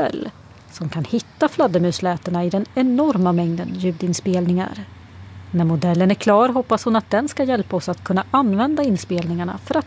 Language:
Swedish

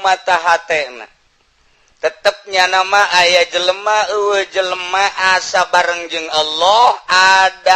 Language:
Sundanese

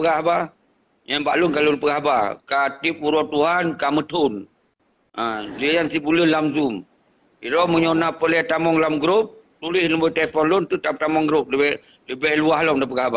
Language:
Achinese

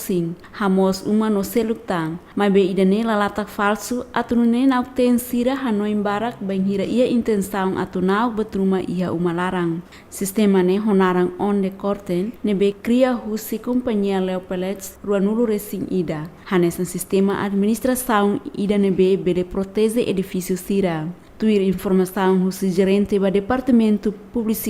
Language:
Tetum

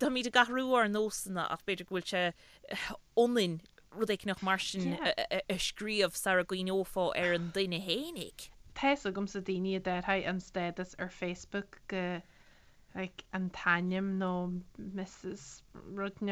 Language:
Irish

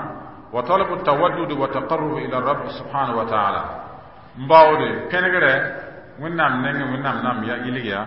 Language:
Mossi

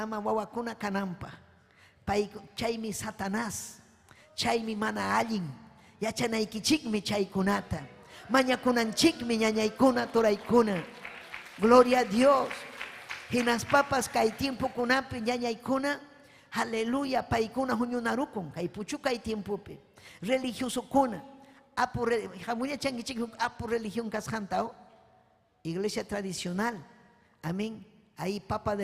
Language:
Ayacucho Quechua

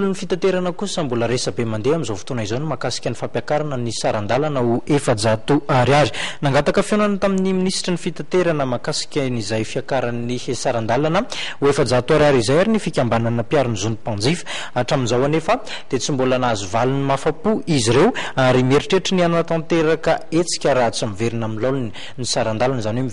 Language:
Malagasy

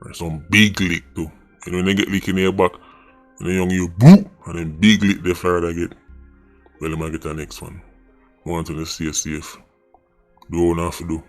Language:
Jamaican Creole English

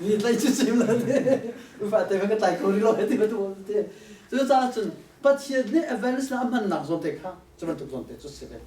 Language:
Hakha Chin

